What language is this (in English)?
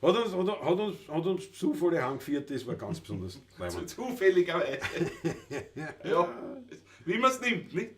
Bavarian